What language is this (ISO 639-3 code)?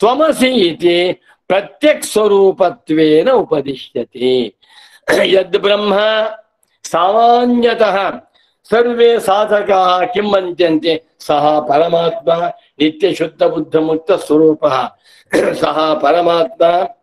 san